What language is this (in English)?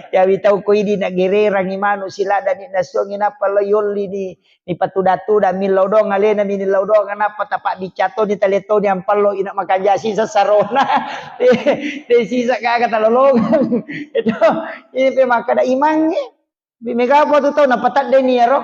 Buginese